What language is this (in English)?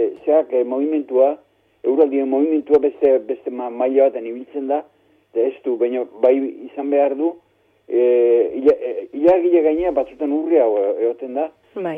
Basque